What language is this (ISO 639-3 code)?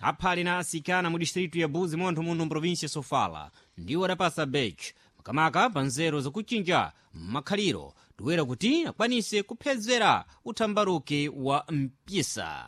seh